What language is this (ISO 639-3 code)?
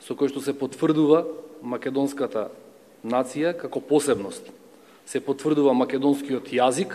mkd